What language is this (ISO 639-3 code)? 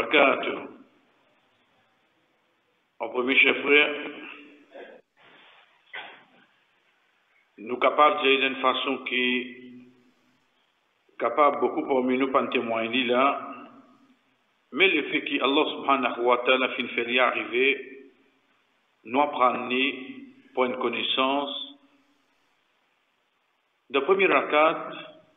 fra